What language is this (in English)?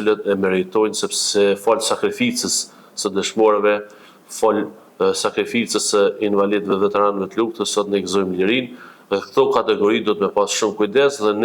Albanian